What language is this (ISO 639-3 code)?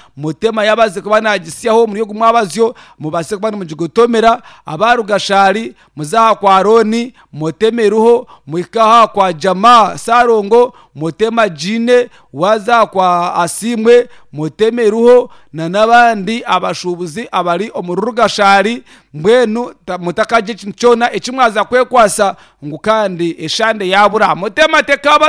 nyn